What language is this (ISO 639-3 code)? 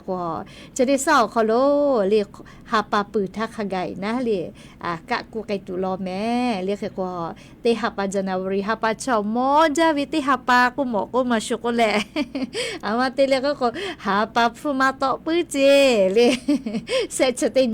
lhu